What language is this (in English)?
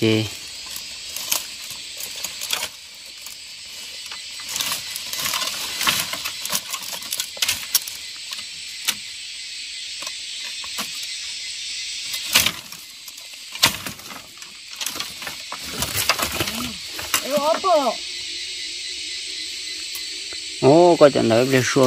Vietnamese